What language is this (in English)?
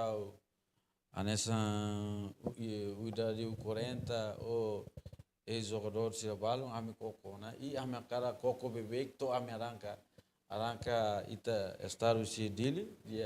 Tetum